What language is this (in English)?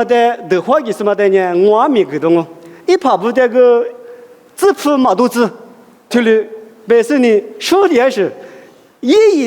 Lisu